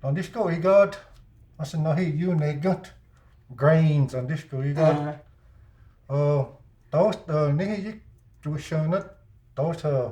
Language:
Cherokee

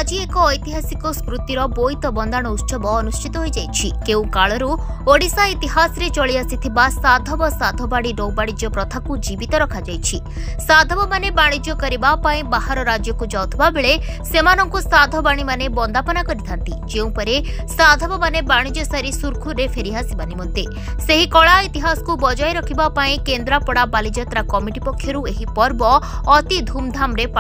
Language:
Odia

